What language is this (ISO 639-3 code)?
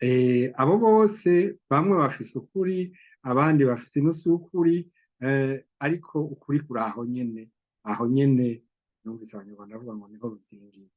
run